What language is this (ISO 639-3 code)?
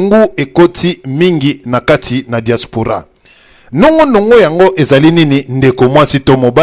lin